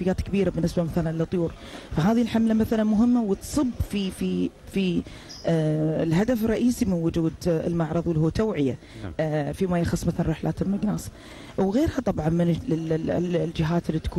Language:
Gulf Arabic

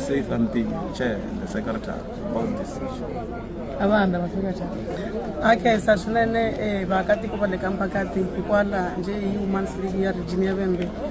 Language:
Tsonga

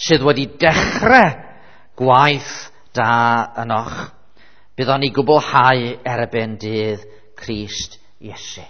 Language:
Welsh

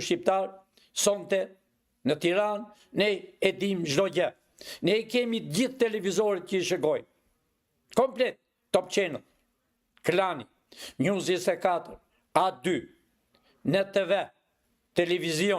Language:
Albanian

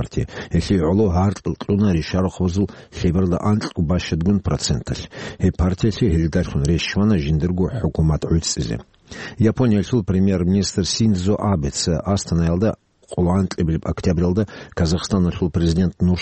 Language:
Avaric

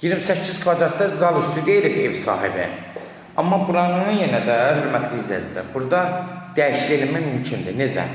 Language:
Azerbaijani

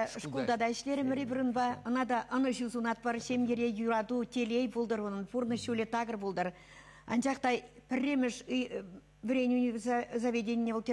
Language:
Chuvash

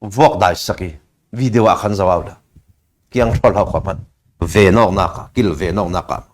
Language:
Falam Chin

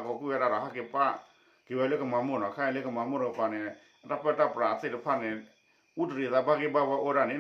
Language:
S'gaw Karen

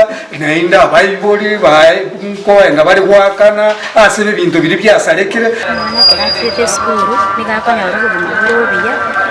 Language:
Gusii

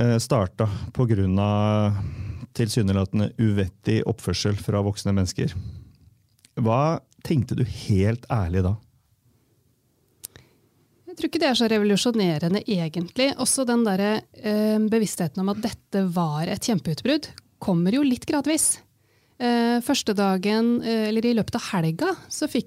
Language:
Norwegian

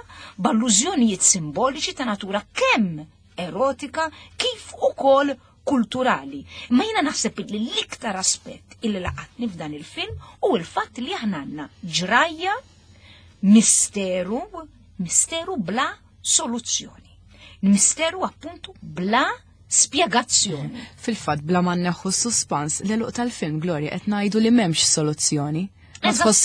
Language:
Maltese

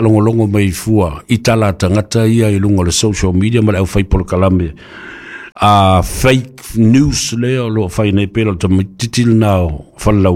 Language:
Samoan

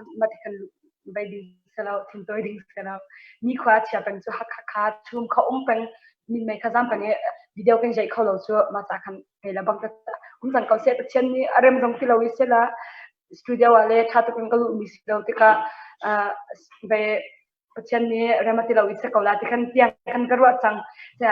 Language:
Hakha Chin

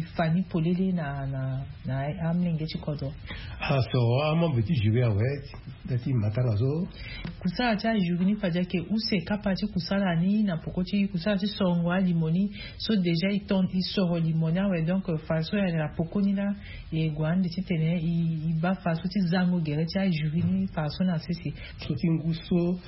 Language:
Sango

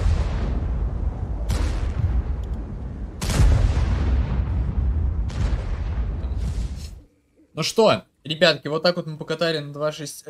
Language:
Russian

